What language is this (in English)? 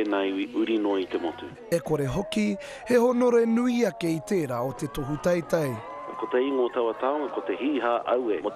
Māori